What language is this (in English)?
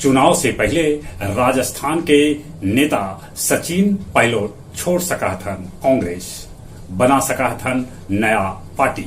Magahi